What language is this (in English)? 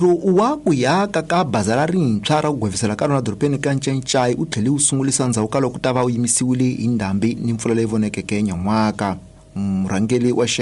Tsonga